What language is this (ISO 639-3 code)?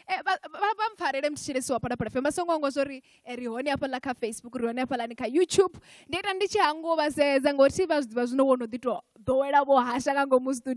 ven